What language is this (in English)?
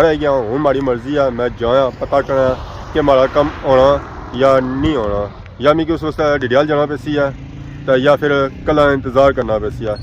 Pahari-Potwari